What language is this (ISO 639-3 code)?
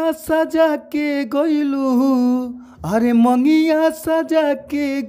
bho